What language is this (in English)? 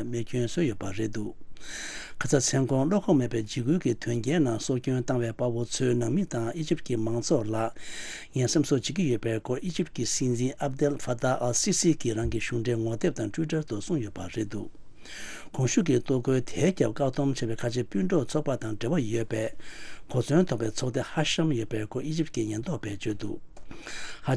Tibetan